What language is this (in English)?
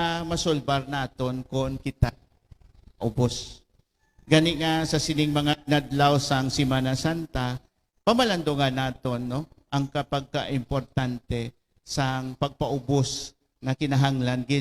Hiligaynon